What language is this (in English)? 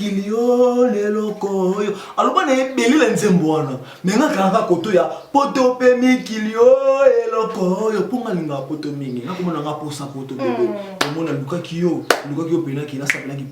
Lingala